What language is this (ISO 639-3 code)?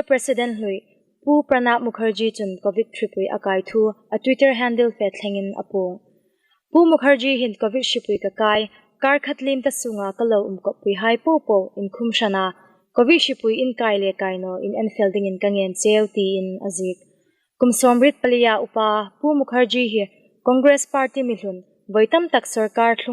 hmr